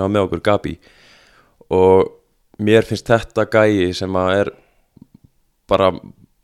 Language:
Icelandic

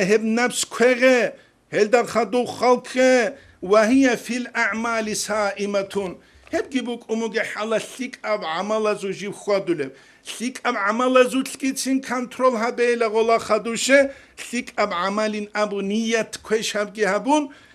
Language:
Avaric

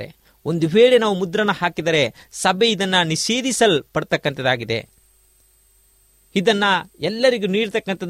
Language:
Kannada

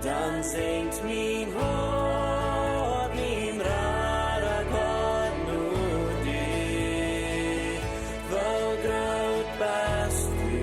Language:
Plautdietsch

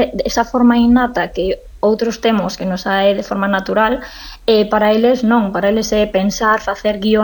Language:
Galician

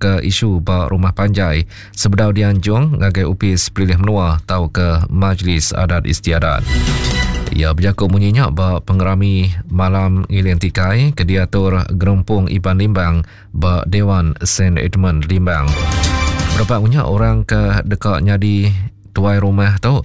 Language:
Iban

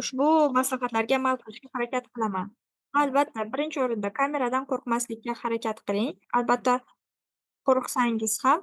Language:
Uzbek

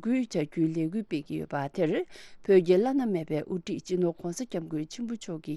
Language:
Tibetan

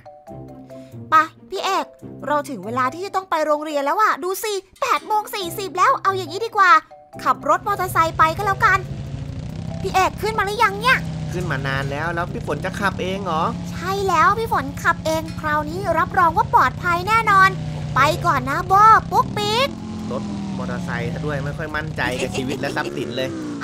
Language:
Thai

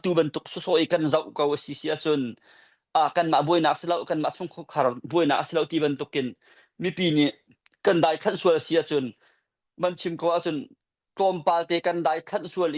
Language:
Hakha Chin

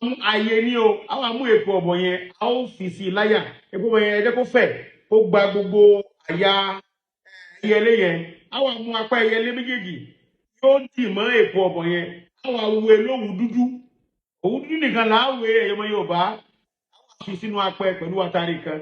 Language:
Yoruba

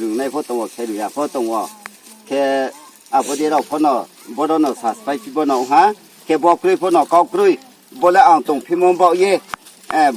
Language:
Riang (India)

